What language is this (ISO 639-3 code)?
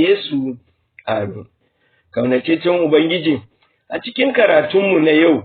hau